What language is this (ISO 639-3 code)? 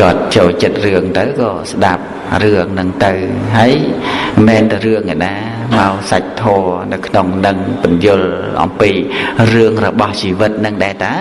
khm